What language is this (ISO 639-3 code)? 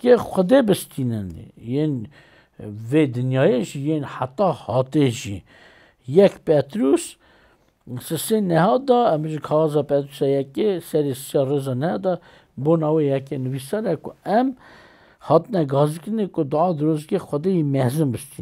kur